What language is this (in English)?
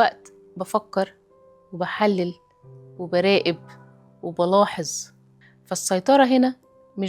Egyptian Arabic